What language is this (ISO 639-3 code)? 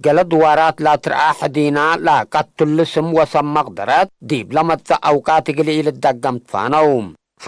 tig